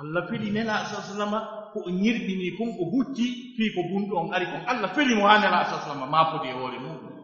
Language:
Fula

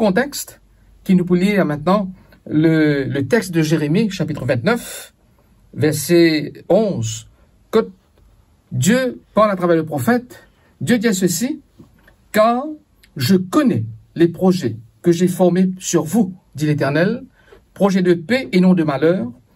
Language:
Morisyen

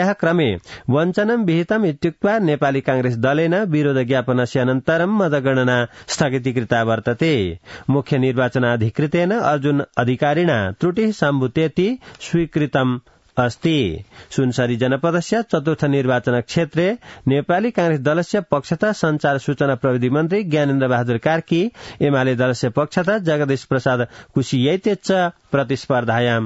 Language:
Sanskrit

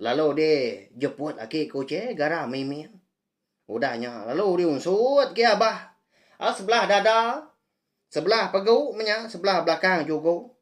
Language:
Iban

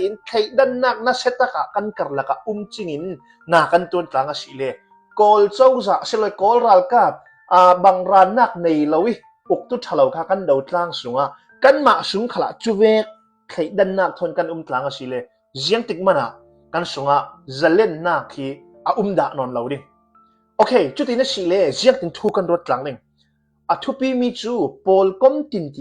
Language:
Hakha Chin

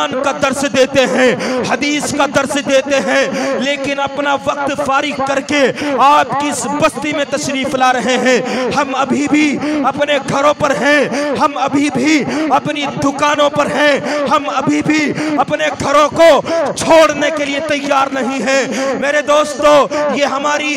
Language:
Hindi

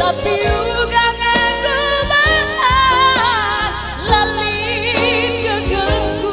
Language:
Batak Karo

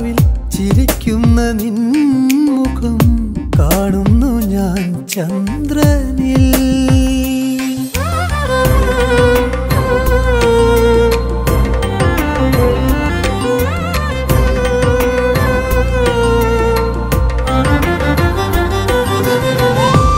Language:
Malayalam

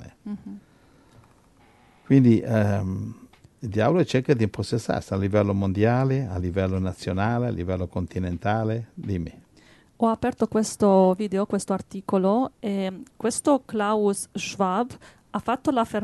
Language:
Italian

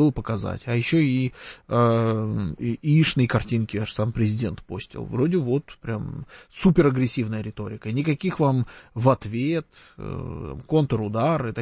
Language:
Russian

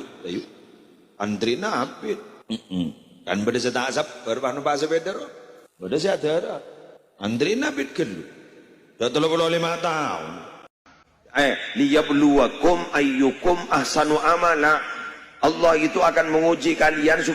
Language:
Madurese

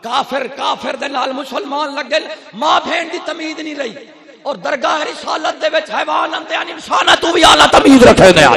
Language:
Saraiki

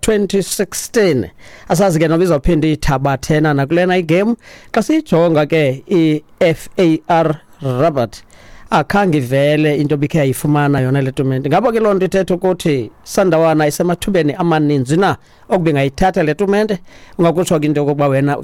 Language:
Xhosa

